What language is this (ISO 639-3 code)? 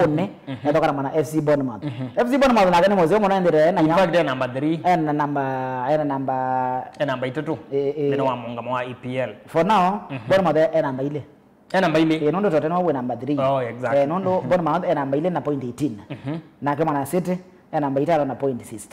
kam